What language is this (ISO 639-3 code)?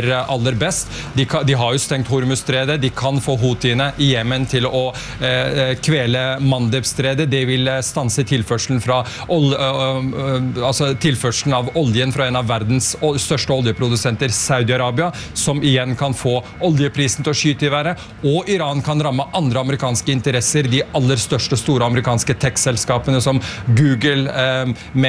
nor